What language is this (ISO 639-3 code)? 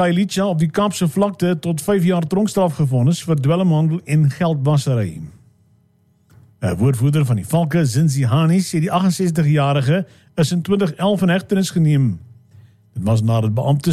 afr